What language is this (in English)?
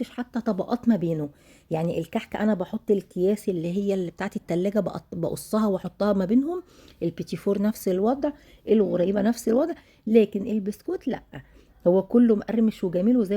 Egyptian Arabic